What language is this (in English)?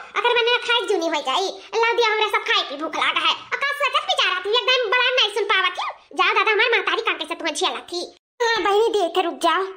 Awadhi